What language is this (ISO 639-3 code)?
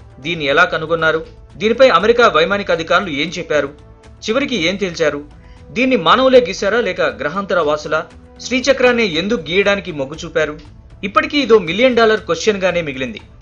tel